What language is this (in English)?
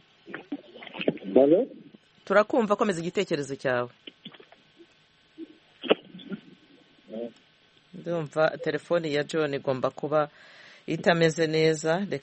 Kinyarwanda